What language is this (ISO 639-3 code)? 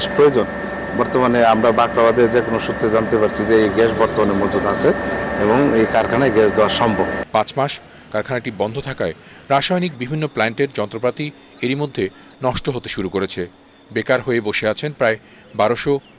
ben